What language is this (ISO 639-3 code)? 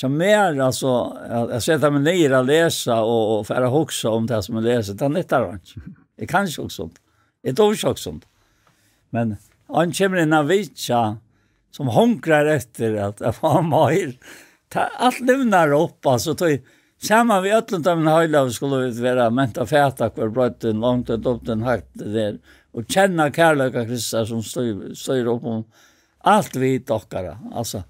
fao